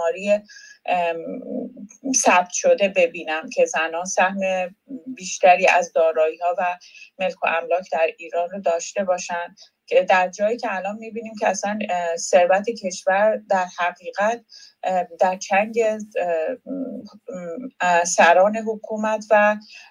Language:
Persian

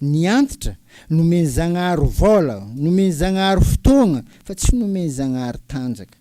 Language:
Malagasy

